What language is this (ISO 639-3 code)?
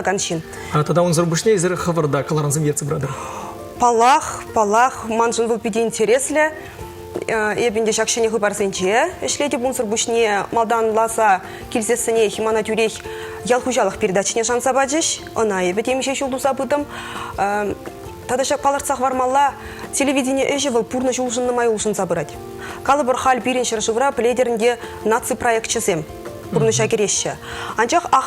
chv